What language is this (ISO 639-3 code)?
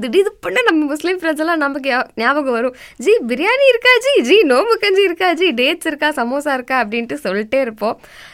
tam